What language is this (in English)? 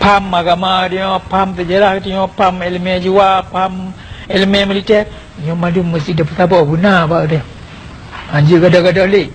Achinese